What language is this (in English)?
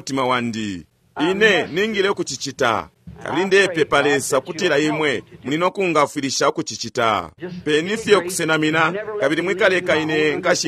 Bemba